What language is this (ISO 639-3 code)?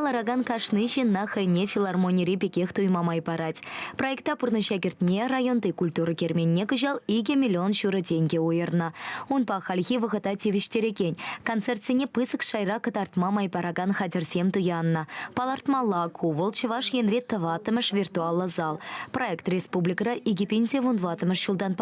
chv